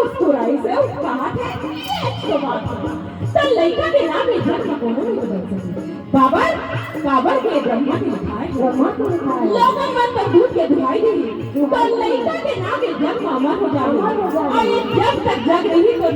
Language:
Chhattisgarhi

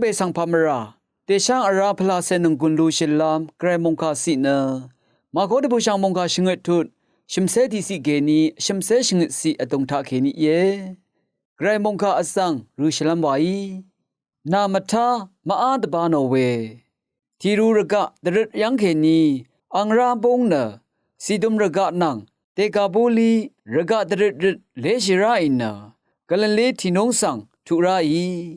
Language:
Rawang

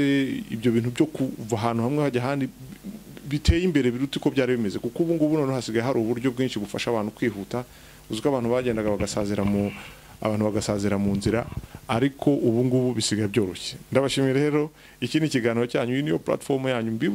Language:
Kinyarwanda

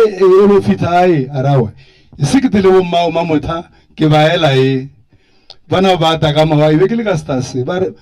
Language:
Northern Sotho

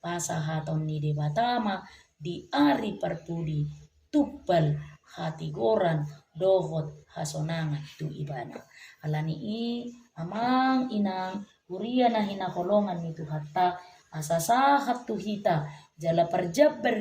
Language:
Batak Toba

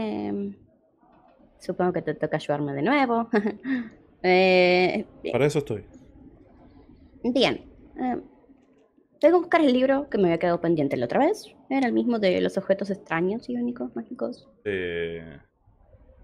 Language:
Spanish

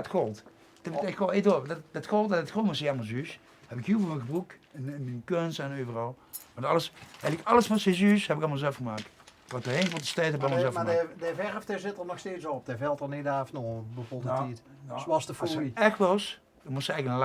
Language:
Limburgish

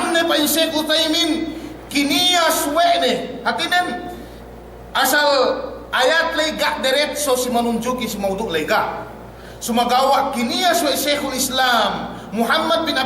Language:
Yakan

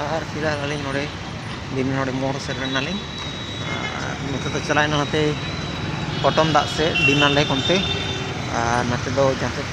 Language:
Santali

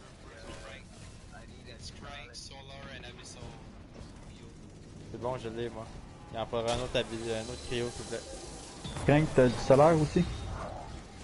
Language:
French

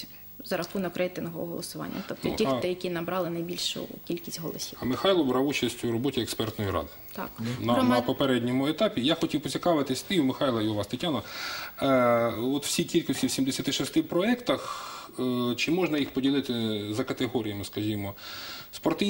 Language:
Ukrainian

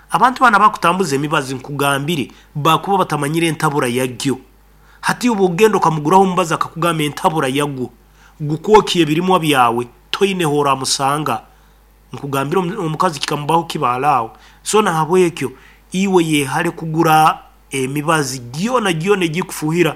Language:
Nyankole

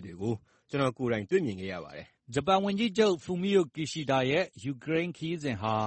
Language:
Burmese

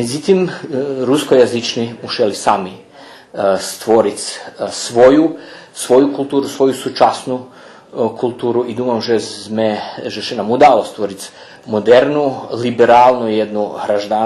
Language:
Rusyn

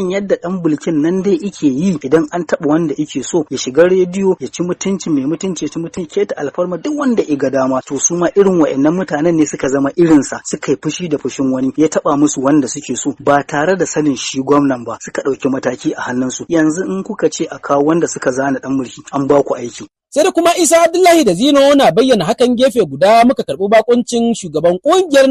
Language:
Hausa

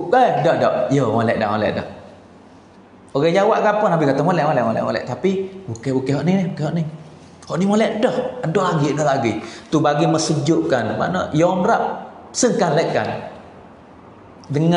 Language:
Pattani Malay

